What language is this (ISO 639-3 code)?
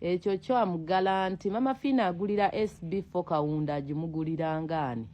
lug